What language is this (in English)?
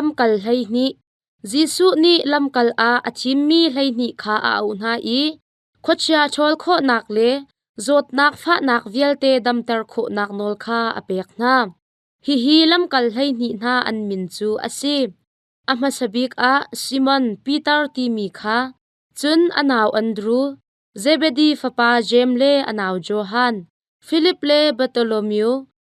Hakha Chin